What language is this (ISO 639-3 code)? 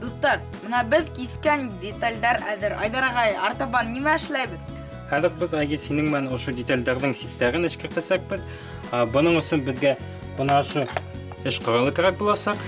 bak